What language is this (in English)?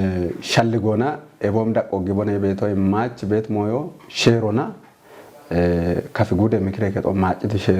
Kafa